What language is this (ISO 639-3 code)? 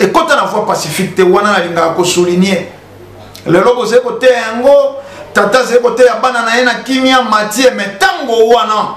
lin